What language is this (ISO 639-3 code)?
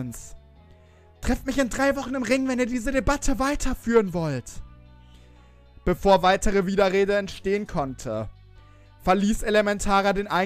deu